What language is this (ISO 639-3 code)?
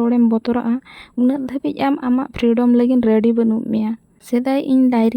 sat